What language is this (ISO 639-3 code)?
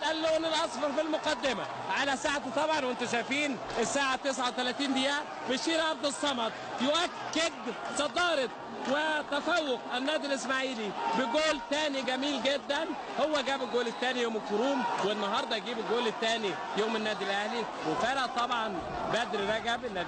arz